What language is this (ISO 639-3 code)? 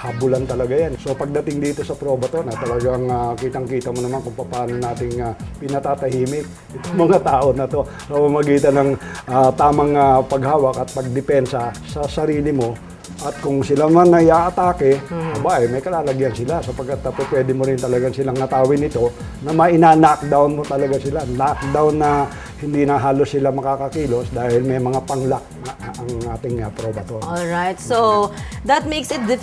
fil